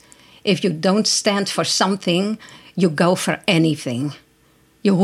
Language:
Western Frisian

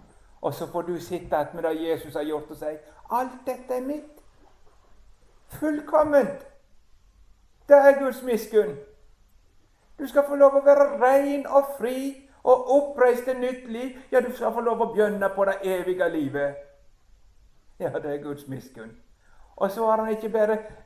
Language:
Norwegian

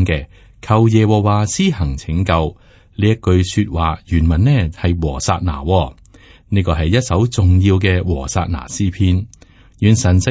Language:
Cantonese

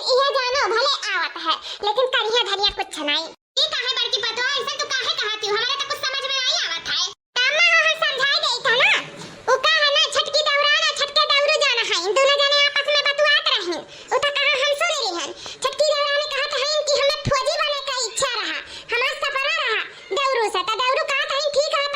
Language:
Awadhi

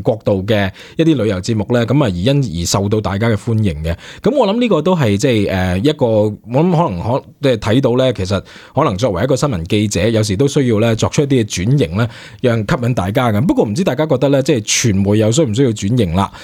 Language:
Cantonese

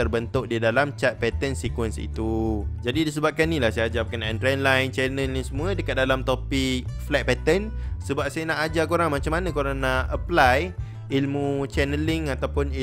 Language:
Malay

